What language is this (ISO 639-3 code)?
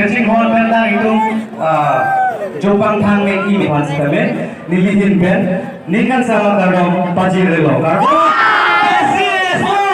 mjw